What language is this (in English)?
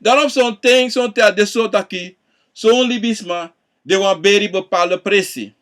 Sranan Tongo